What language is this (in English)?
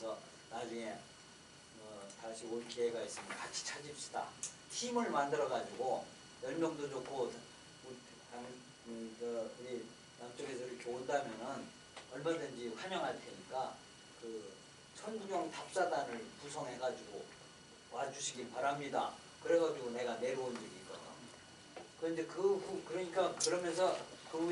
Korean